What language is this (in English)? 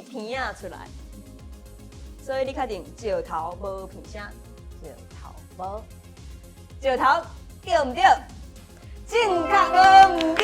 Min Nan Chinese